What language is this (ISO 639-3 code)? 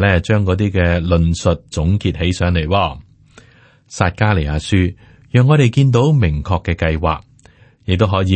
yue